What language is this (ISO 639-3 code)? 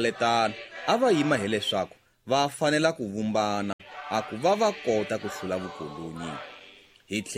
tso